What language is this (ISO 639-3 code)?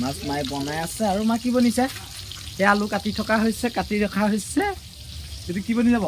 asm